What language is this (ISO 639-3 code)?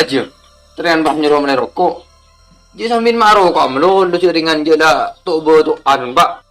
mad